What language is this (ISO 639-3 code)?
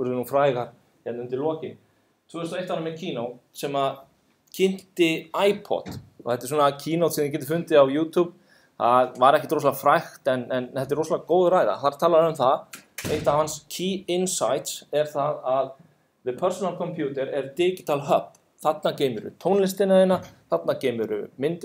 isl